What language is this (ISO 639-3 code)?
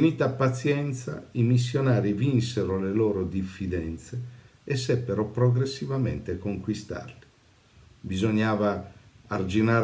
ita